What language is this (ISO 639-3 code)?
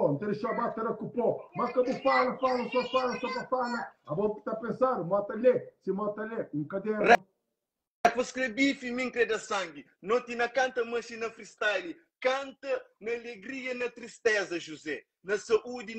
kea